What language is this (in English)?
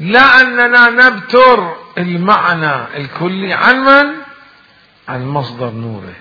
Mesopotamian Arabic